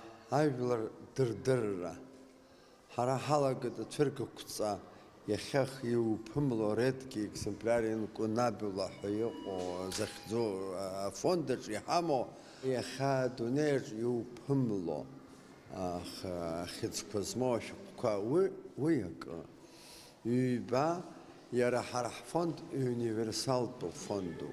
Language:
Abkhazian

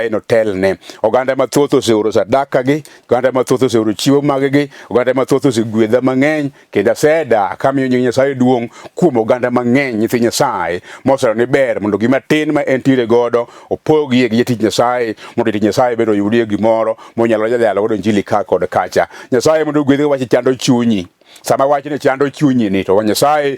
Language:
Luo (Kenya and Tanzania)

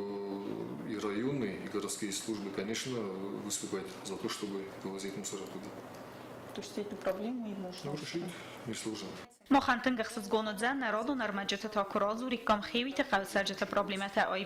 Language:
Ossetic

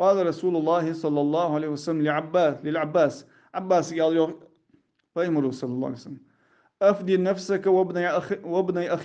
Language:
Ingush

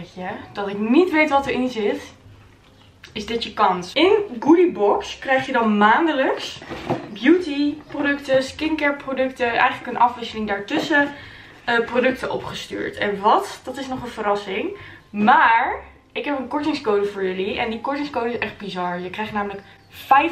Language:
Dutch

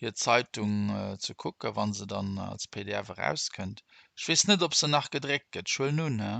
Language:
Luxembourgish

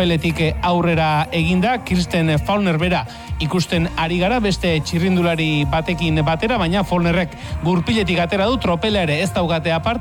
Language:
Basque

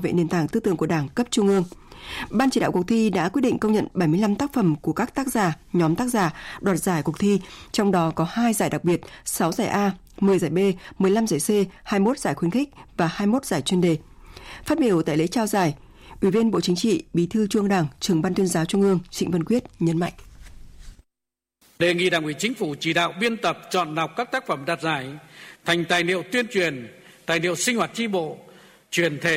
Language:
Vietnamese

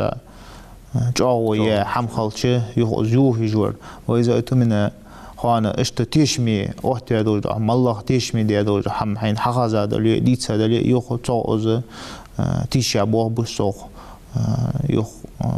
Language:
Ingush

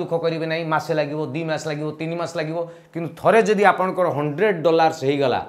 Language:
Odia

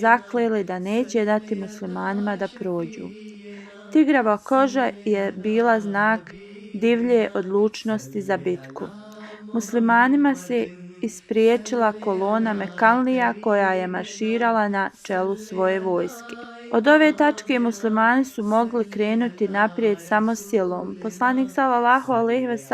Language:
Bosnian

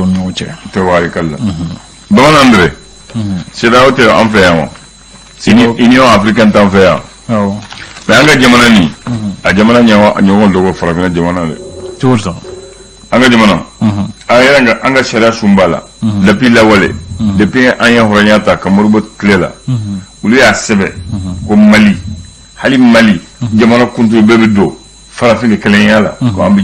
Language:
Bambara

